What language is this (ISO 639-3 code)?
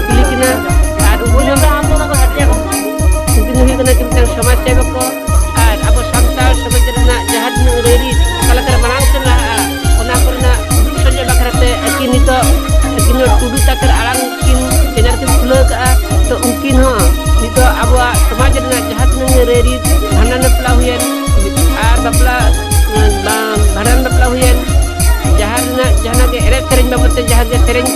sat